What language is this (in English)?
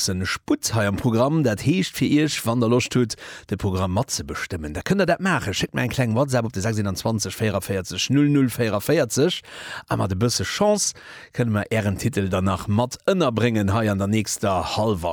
Luxembourgish